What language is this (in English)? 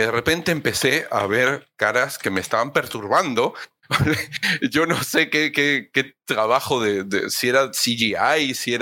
Spanish